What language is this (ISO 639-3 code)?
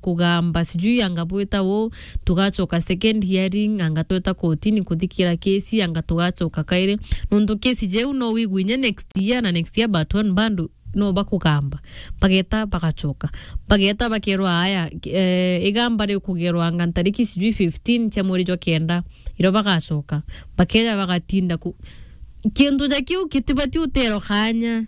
mer